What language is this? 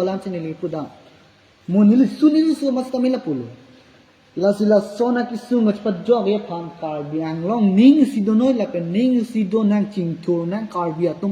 Karbi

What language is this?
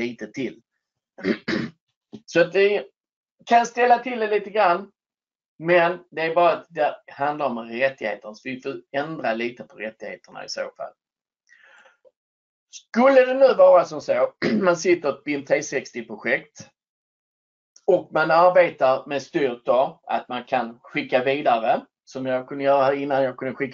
Swedish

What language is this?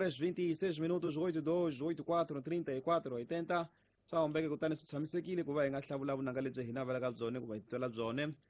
Tsonga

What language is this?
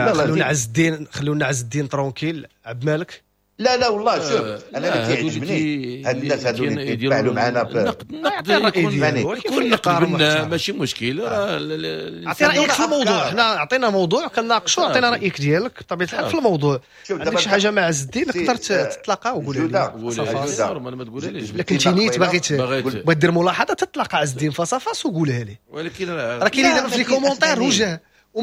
Moroccan Arabic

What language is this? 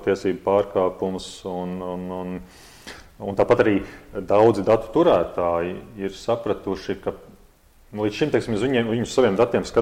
Latvian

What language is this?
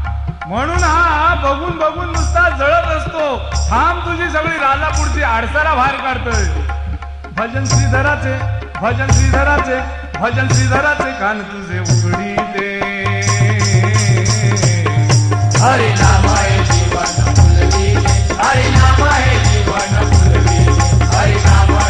Marathi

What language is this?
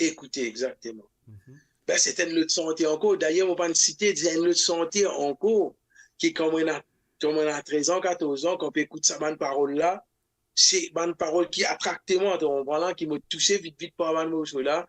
Morisyen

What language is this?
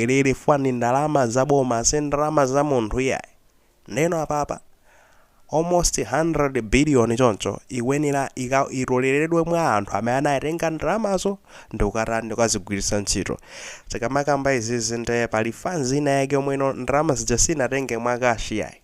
Nyanja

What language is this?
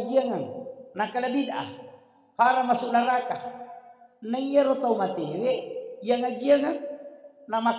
Buginese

